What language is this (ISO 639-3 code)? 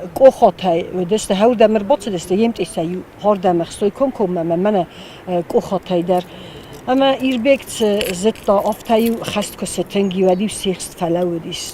oss